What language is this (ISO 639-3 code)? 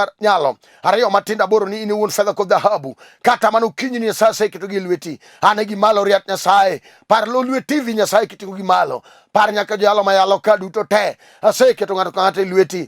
luo